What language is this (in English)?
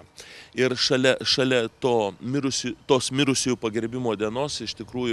Lithuanian